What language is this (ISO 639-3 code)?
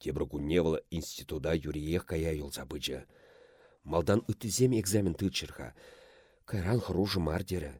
chv